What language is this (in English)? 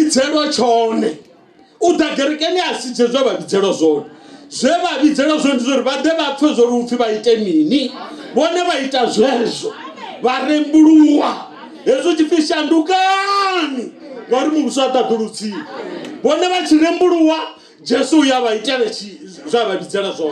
Venda